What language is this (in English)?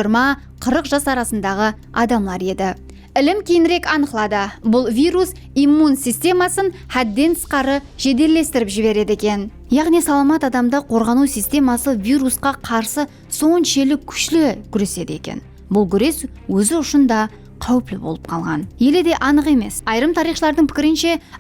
Kara-Kalpak